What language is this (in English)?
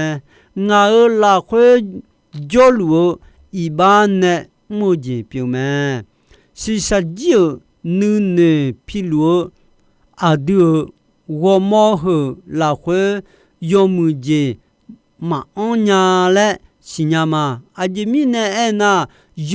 Akha